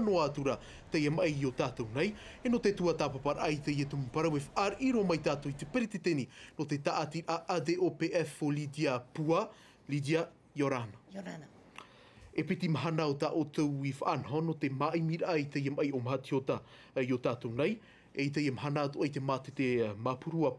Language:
Tahitian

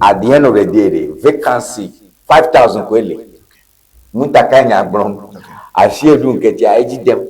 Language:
Ewe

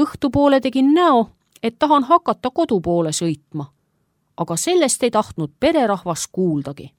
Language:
Estonian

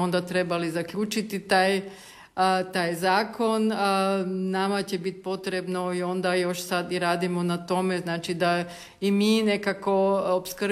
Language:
Croatian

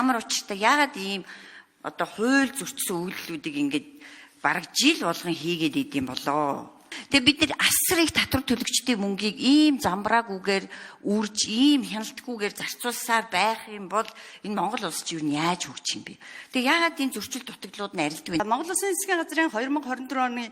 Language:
Mongolian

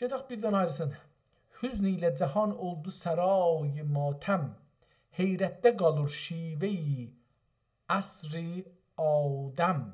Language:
South Azerbaijani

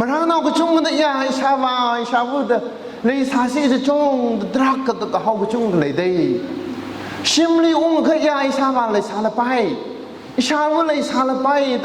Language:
Tangkhul Naga (India)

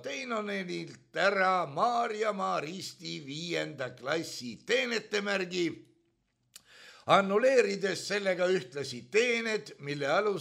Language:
Estonian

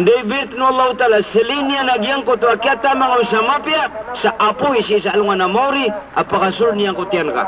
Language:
Maranao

